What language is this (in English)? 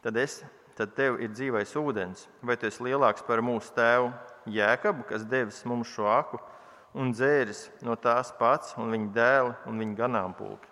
Latvian